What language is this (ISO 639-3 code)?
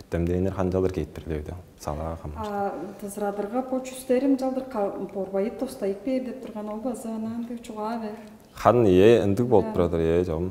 tyv